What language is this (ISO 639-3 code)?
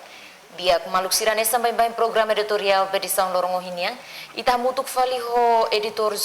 tet